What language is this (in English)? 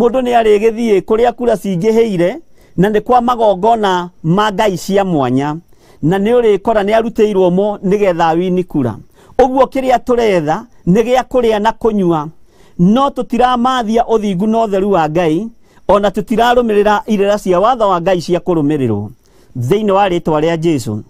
Kikuyu